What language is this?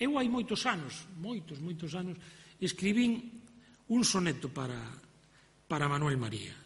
Galician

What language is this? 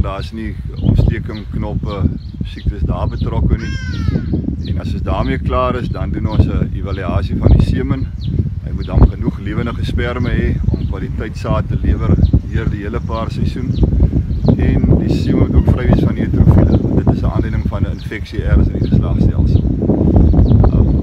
Afrikaans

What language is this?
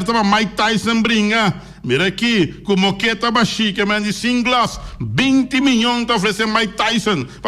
Papiamento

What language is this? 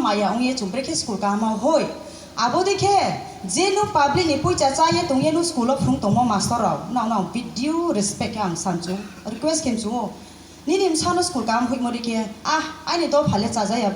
Kok Borok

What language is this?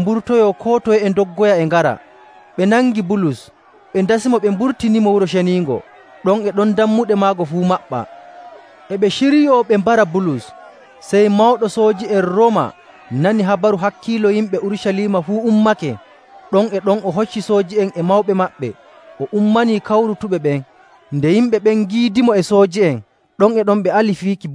Nigerian Fulfulde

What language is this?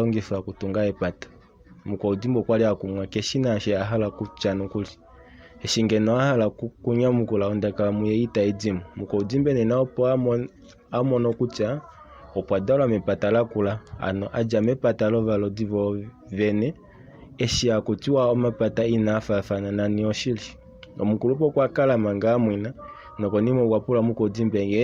Kuanyama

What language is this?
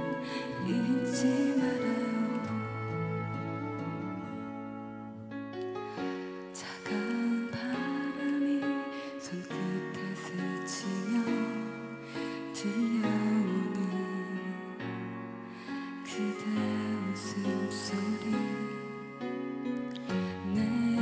Korean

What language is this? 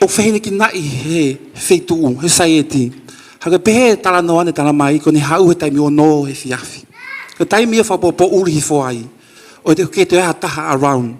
Tongan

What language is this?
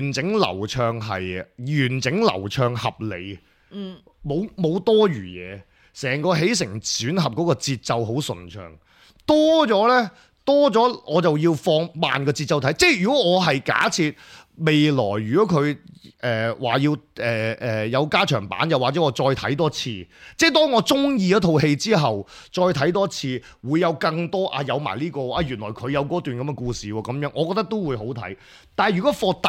Cantonese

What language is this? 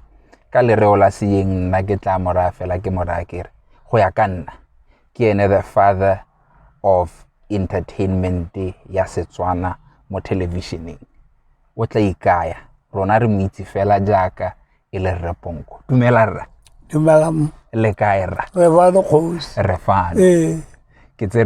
Tswana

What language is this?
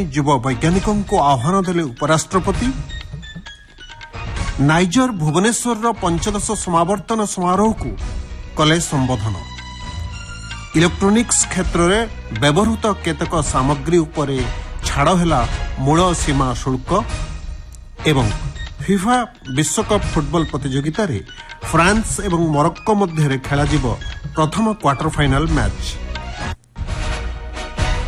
Odia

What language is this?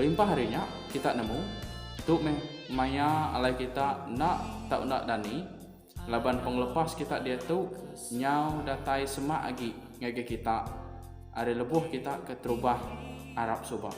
Iban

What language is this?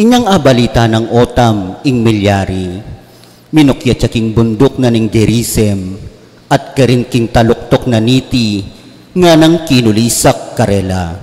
Pampanga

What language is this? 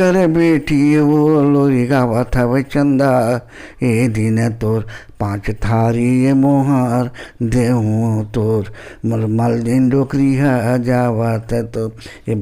Chhattisgarhi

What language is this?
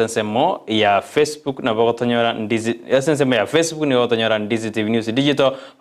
Gusii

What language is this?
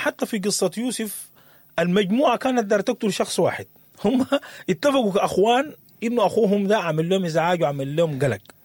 Sudanese Arabic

